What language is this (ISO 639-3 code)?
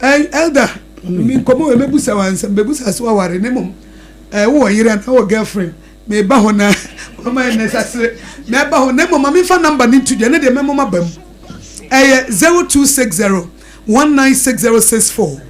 aka